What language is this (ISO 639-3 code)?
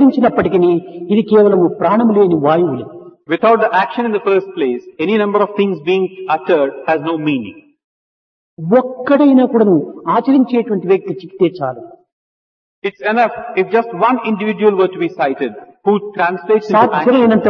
tel